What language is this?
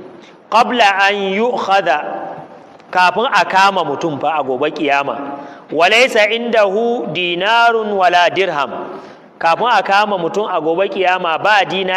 Hausa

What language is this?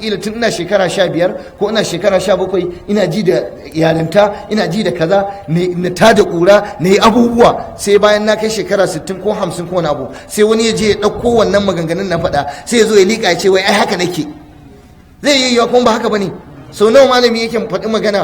Hausa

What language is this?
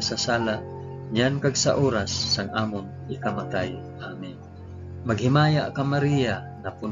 Hiligaynon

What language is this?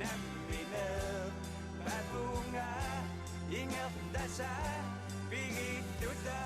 Kalaallisut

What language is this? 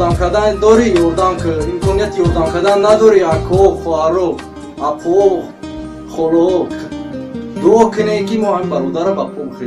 Tajik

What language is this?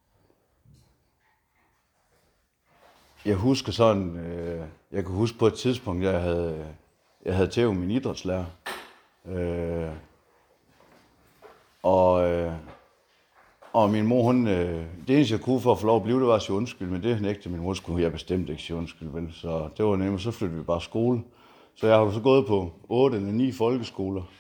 Danish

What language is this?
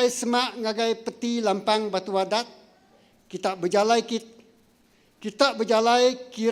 Iban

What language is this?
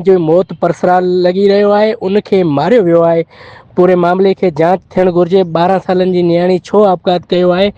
Sindhi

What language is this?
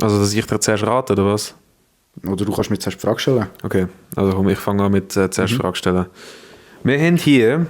Swiss German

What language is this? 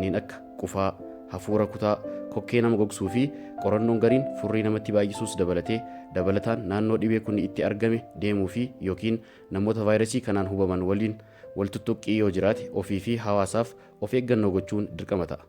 Oromo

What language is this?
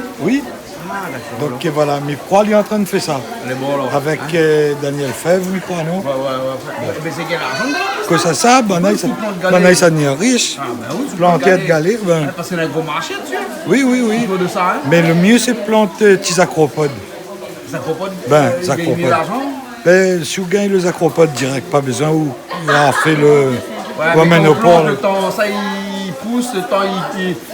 Réunion Creole French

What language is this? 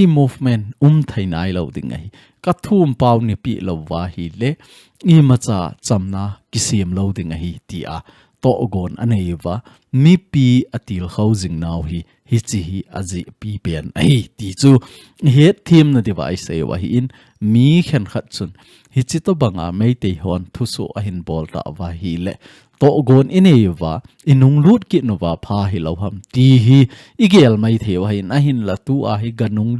Thado Chin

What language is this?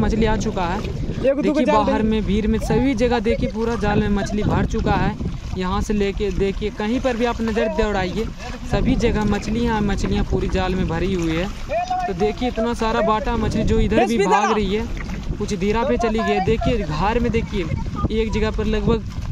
Hindi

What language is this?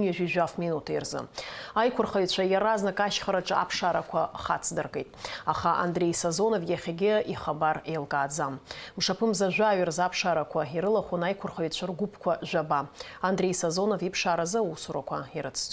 Abkhazian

